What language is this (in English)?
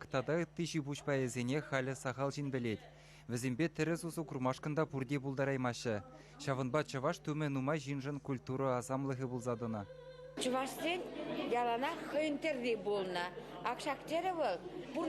Chuvash